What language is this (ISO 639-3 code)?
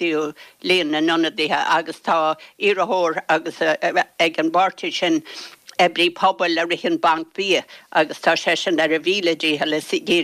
gle